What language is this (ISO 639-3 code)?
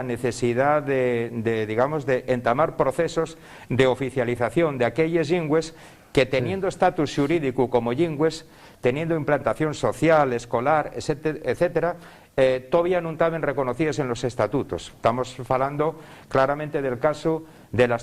ast